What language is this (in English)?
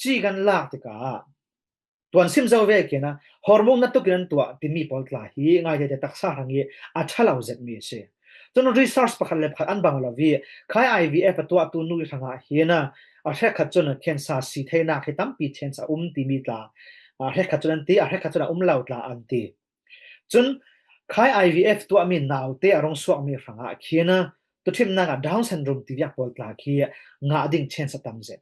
Falam Chin